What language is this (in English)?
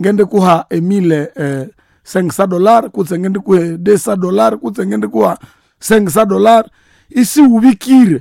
Nande